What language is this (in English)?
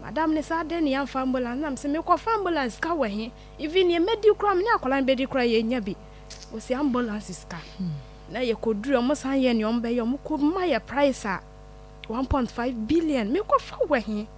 Akan